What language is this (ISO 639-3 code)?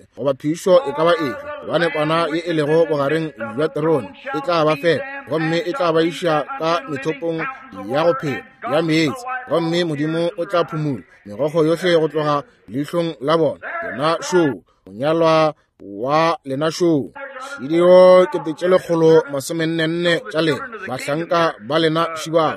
nso